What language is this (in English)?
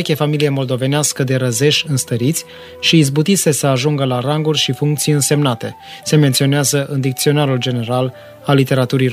Romanian